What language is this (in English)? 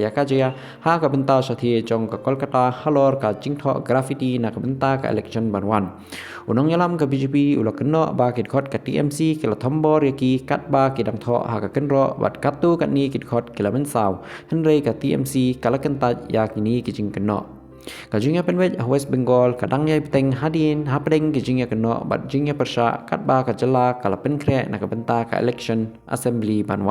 Khasi